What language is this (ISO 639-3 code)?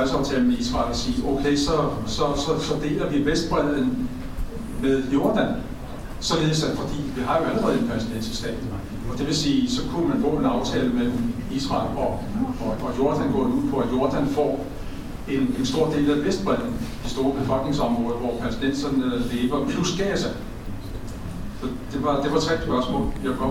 dan